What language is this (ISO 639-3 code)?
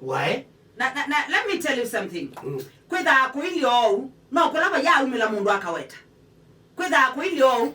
kam